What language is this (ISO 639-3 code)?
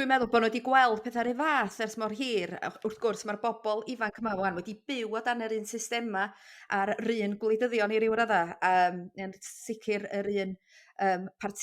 cym